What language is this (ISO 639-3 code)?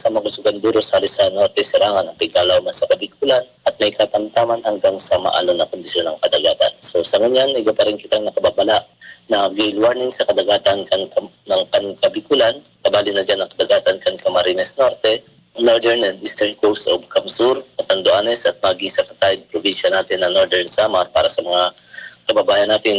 bik